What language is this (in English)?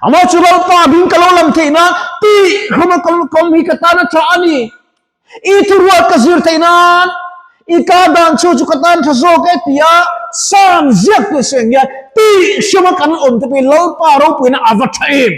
Mizo